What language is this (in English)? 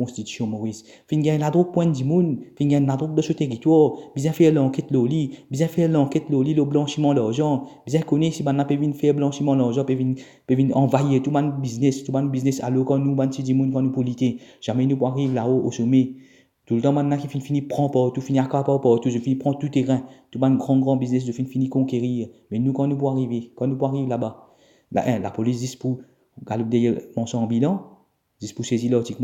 Morisyen